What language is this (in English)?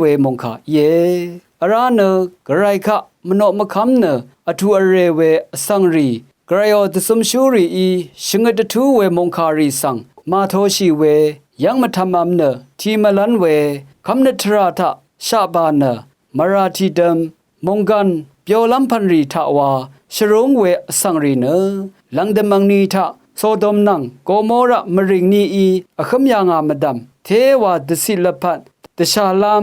Rawang